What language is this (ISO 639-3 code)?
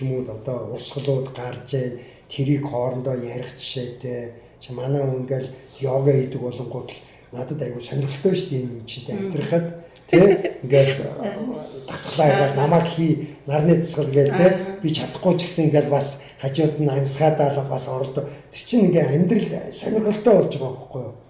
mon